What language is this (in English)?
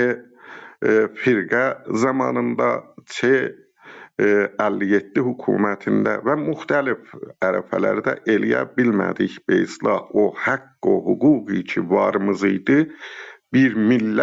South Azerbaijani